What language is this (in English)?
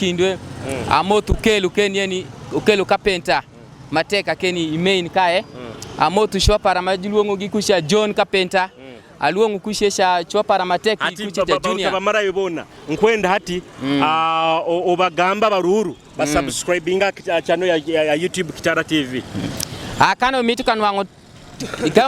Nyoro